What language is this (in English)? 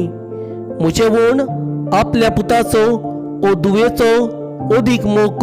Konkani